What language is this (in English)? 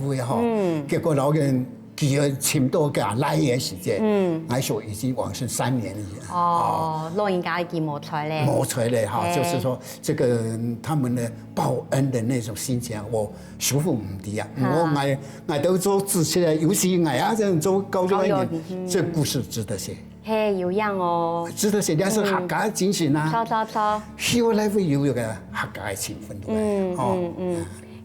Hakka Chinese